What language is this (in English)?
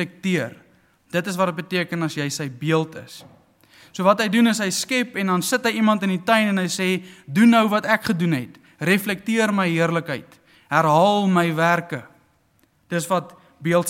Afrikaans